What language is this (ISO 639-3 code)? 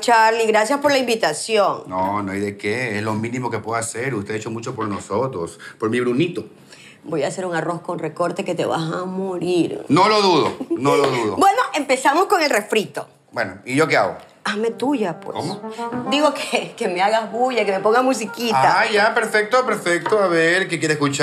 spa